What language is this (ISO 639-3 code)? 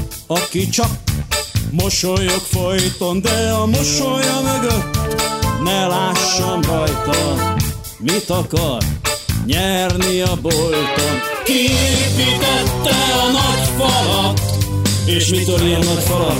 hun